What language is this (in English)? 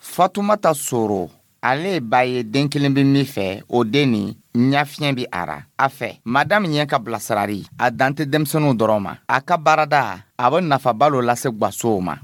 Dyula